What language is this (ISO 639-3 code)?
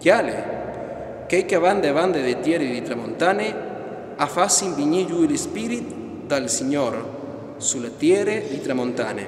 fur